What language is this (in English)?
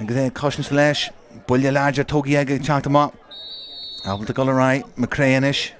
Irish